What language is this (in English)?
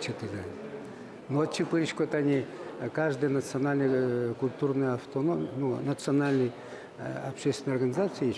Udmurt